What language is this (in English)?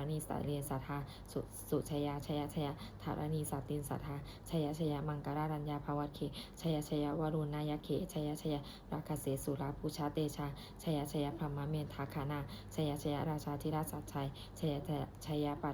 Pali